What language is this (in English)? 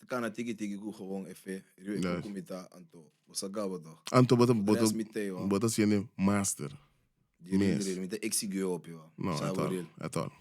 Papiamento